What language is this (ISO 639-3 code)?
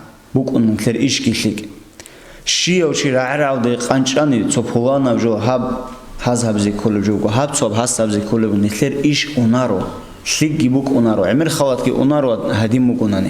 ava